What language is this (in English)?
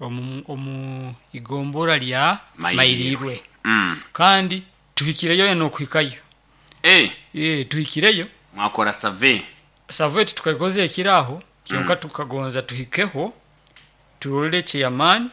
Nyoro